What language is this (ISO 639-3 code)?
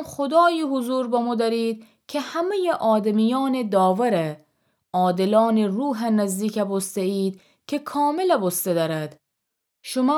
glk